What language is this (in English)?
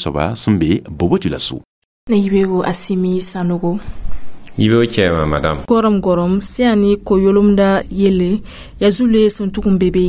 Mossi